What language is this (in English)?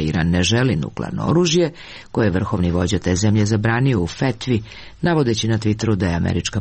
Serbian